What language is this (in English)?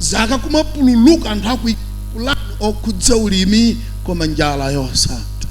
Nyanja